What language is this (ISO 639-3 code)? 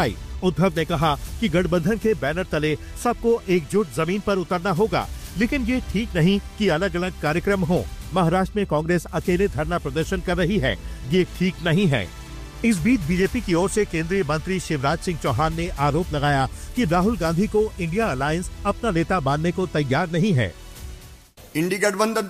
hin